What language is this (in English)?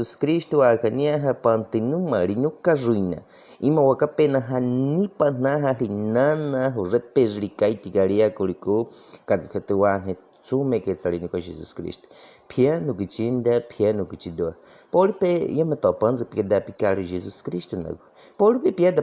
Baniwa